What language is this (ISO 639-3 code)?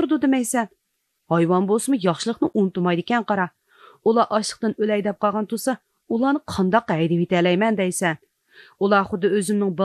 uig